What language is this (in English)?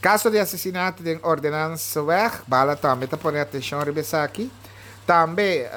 Papiamento